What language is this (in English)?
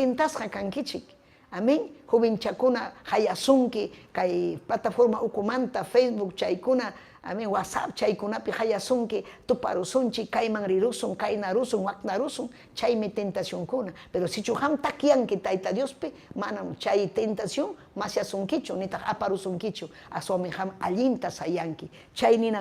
Ayacucho Quechua